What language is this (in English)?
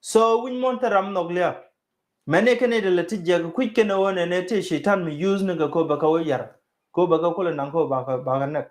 Nuer